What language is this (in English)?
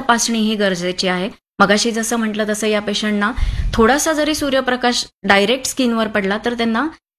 Marathi